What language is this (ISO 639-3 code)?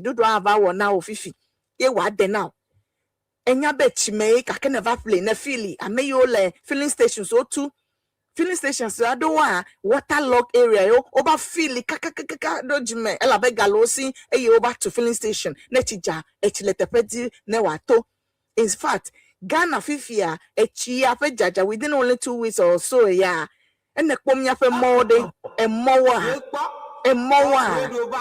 ewe